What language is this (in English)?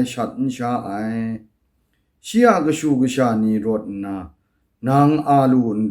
Kachin